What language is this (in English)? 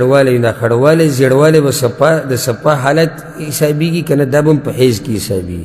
Pashto